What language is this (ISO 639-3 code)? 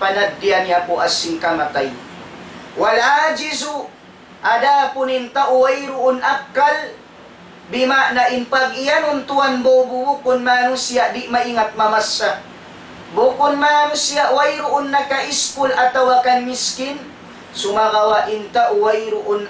tsg